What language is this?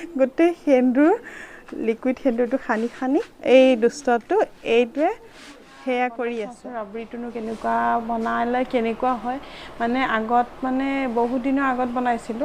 Assamese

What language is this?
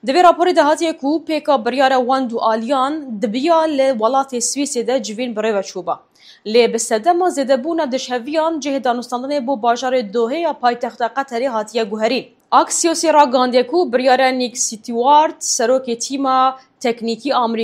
Kurdish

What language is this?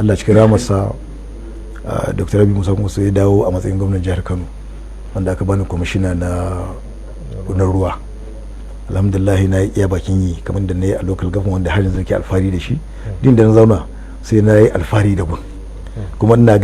Hausa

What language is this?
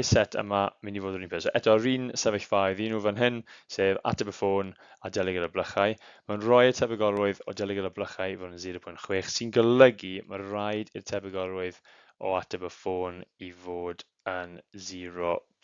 Welsh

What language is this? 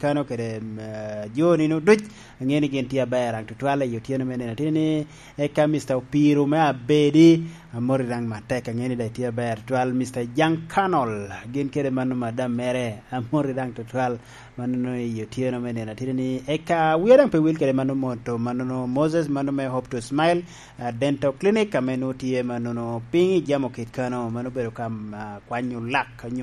Lango (Uganda)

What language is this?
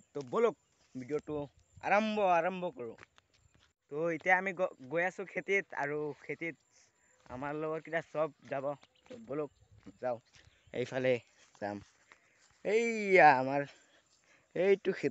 Assamese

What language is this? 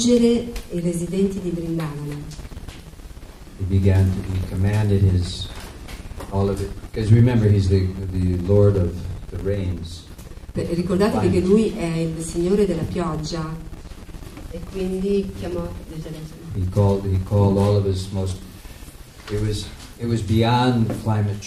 Italian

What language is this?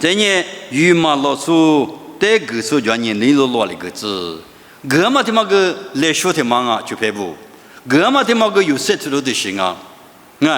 Lisu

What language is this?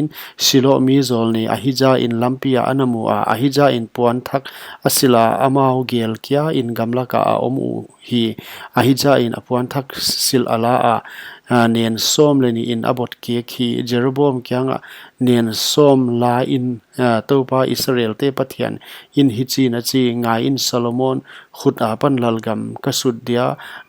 Paite Chin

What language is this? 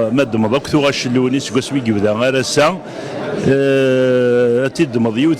Kabyle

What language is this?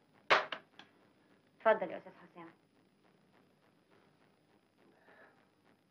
Egyptian Arabic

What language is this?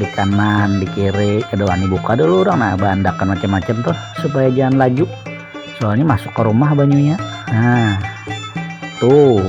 Banjar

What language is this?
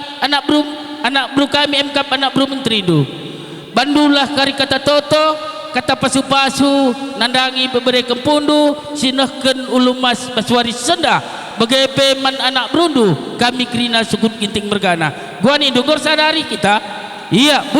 Batak Karo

